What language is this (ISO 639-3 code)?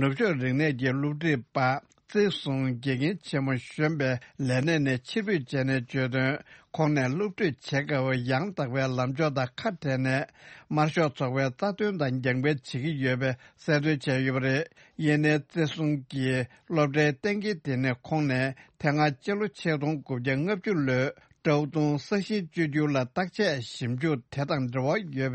bod